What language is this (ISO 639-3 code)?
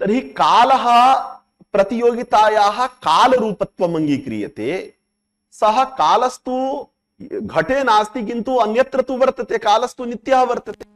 san